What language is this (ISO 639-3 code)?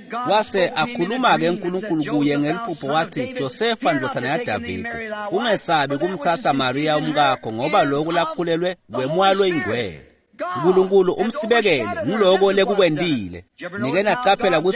ssw